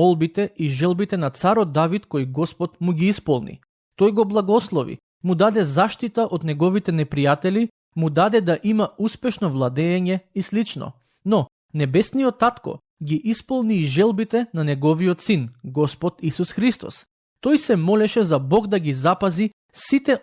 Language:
Macedonian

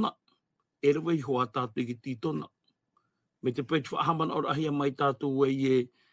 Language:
Tahitian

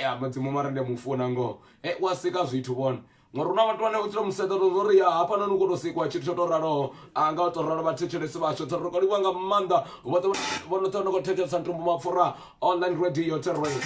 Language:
Venda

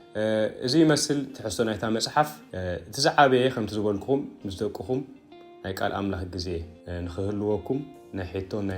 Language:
Tigrinya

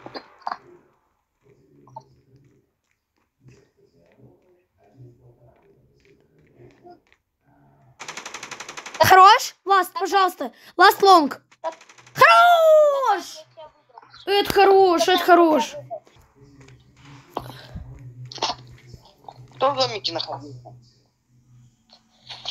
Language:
Russian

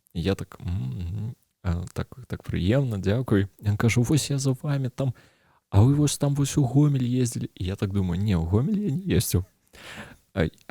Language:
Belarusian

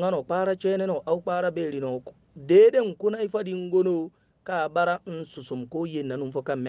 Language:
Hausa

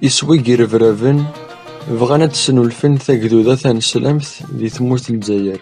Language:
Kabyle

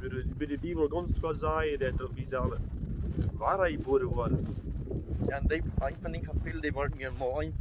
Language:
Plautdietsch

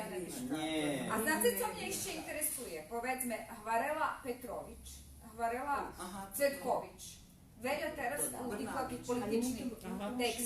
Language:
Rusyn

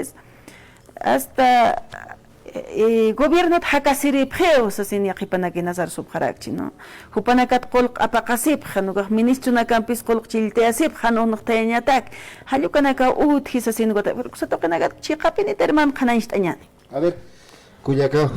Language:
Aymara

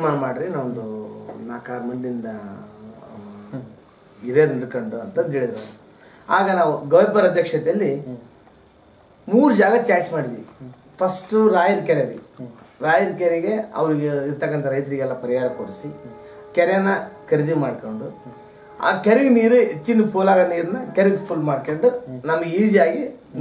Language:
Kannada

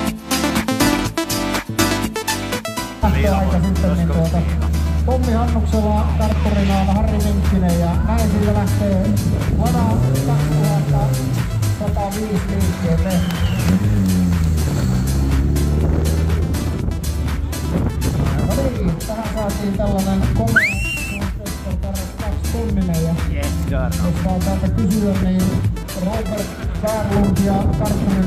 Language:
Finnish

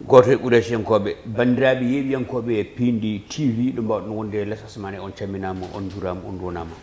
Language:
Fula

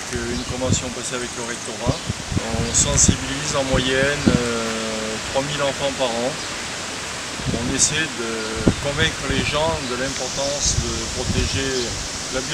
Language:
French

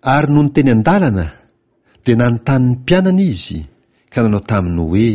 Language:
Malagasy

